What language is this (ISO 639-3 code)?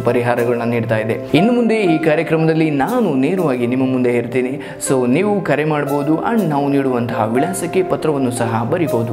kan